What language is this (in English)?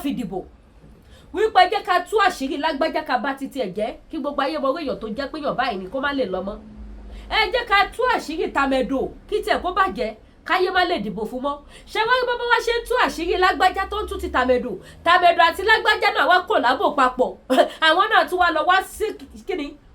Yoruba